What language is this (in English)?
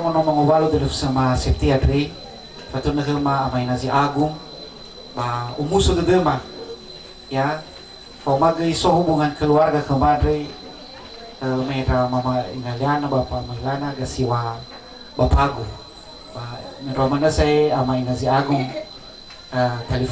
Nias